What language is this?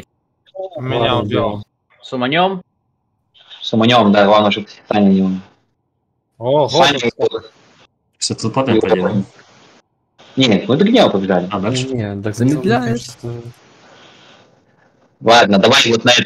Russian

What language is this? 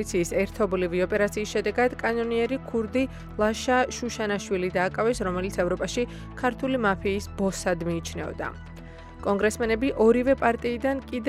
Georgian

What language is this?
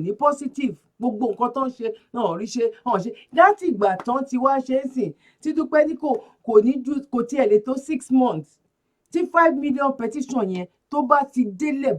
Yoruba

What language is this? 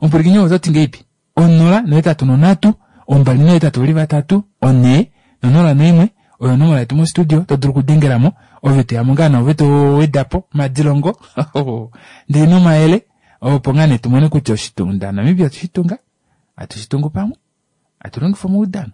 Kuanyama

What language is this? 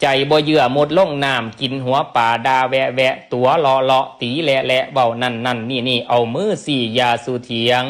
Northeastern Thai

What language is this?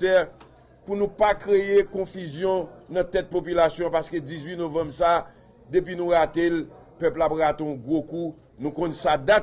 Haitian Creole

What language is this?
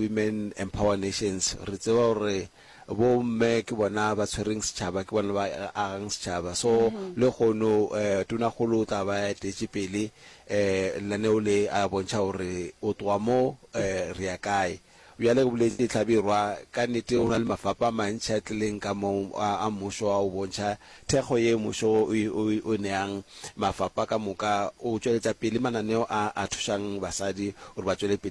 Northern Sotho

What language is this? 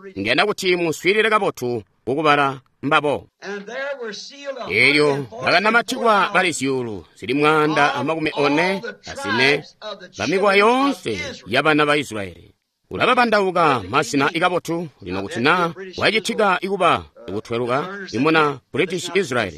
Tonga (Zambia)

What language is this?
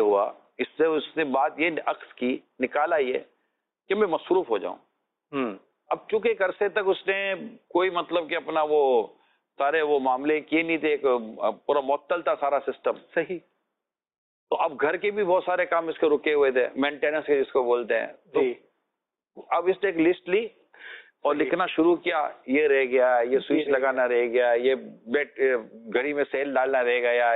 Urdu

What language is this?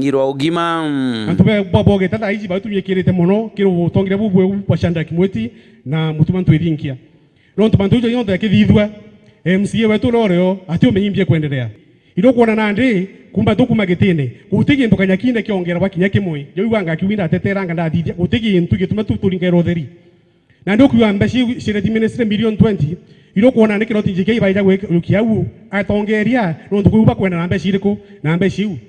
Meru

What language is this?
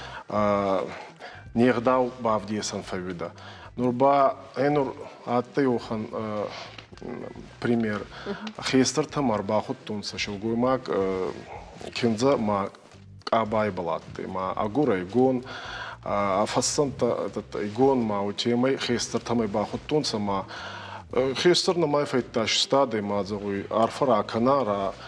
Ossetic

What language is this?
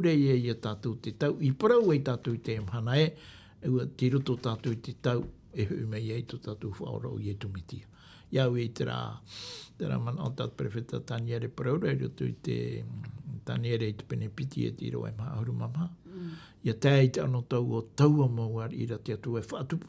Tahitian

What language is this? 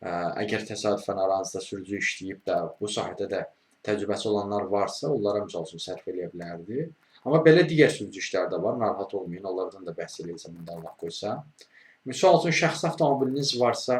Azerbaijani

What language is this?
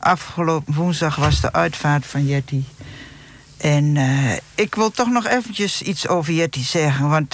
Dutch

